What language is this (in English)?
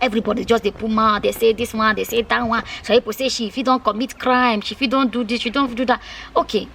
Nigerian Pidgin